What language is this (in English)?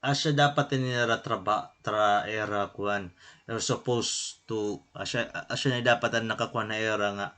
Waray